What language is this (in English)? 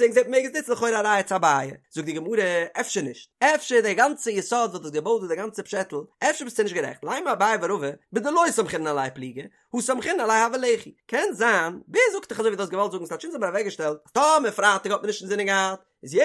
Yiddish